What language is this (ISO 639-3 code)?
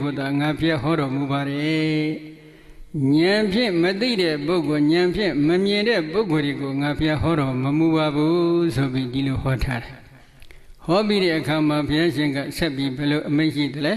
mya